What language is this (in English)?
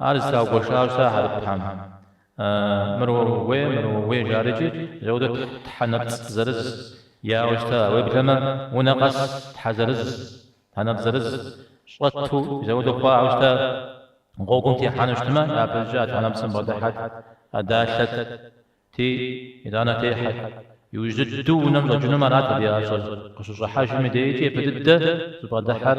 Kabardian